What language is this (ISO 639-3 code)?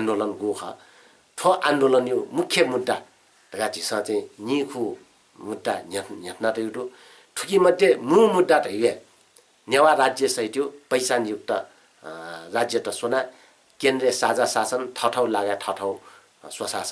new